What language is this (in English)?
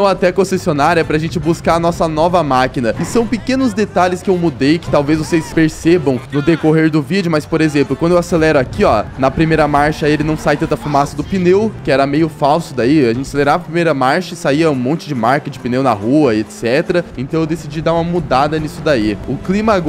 Portuguese